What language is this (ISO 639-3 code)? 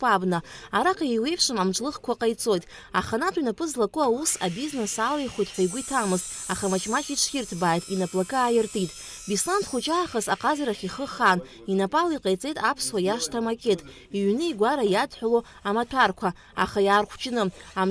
abk